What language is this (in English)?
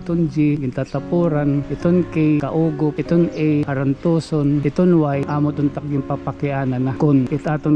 Waray